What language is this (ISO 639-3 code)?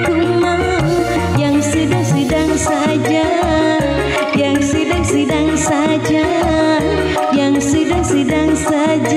ind